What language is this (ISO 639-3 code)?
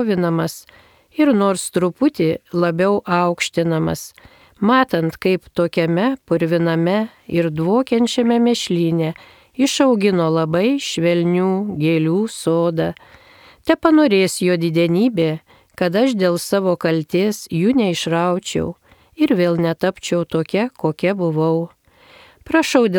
lit